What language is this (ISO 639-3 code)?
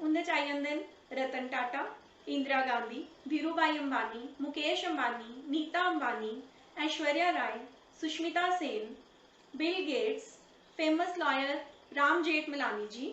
doi